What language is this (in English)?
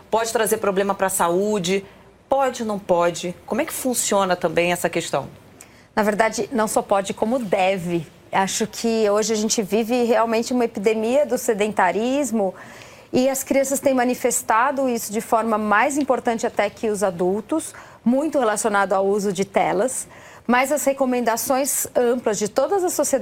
Portuguese